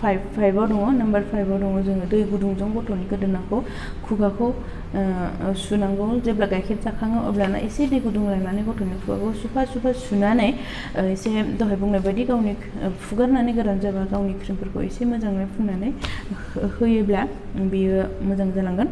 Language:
Bodo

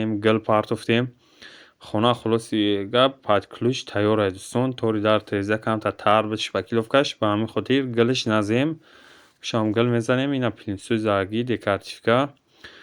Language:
Tajik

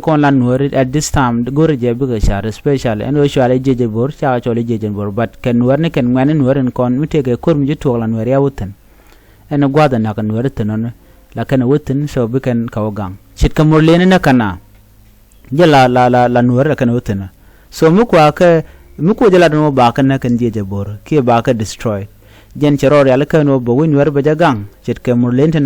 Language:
Nuer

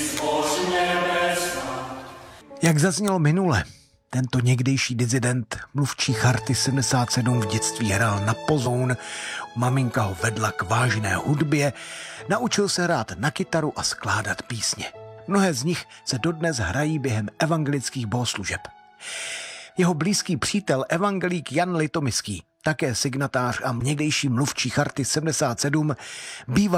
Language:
Czech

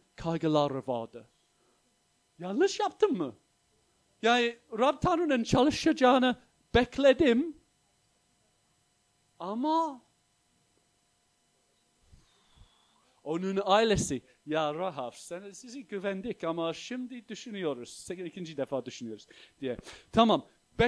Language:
Turkish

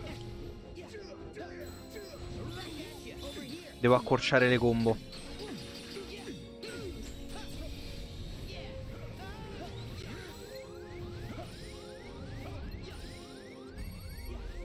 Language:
Italian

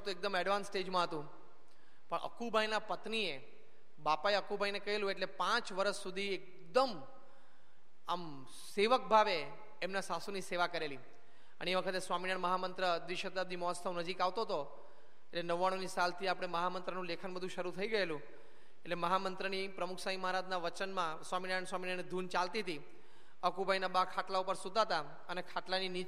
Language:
Gujarati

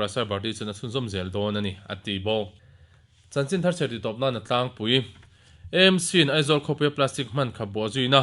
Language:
Mizo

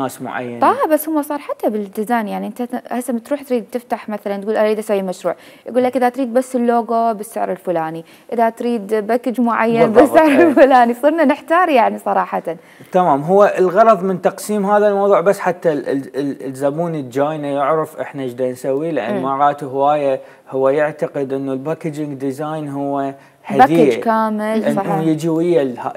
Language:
Mesopotamian Arabic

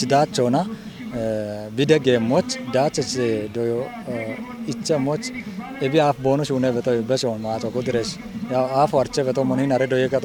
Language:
Kafa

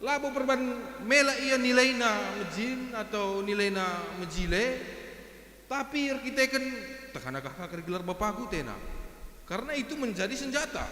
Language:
Batak Karo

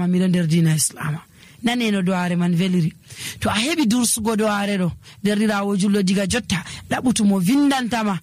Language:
Nigerian Fulfulde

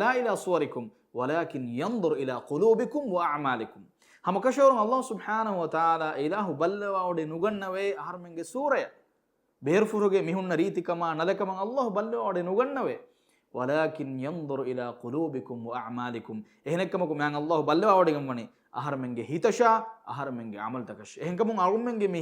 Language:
Divehi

